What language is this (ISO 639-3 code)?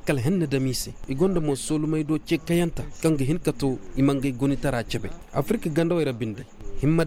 ses